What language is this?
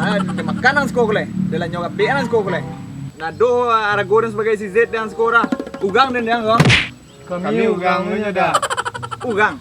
Minangkabau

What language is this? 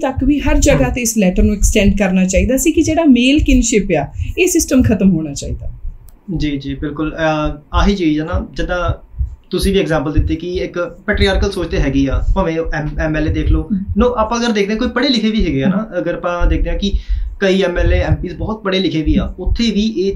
Punjabi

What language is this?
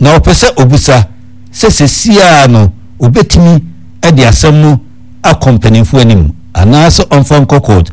Akan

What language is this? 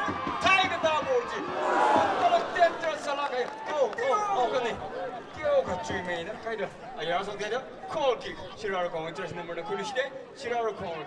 Tangkhul Naga (India)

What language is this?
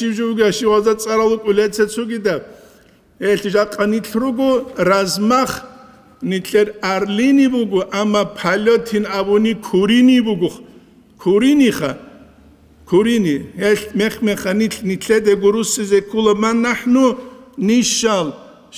Avaric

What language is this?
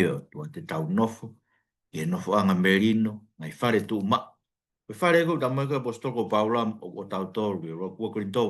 Tongan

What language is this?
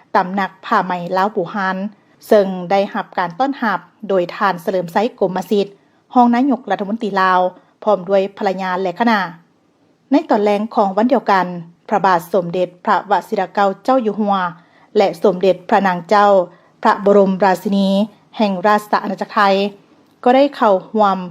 Lao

